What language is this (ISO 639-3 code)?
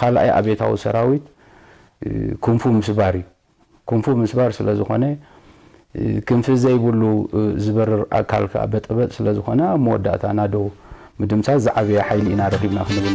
tir